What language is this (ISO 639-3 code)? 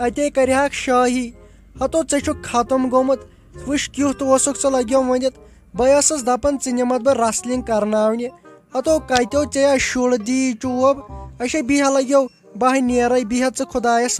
kas